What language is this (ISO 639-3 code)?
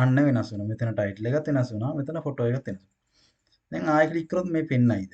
sin